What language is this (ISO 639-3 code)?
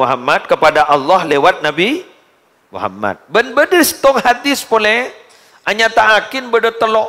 mad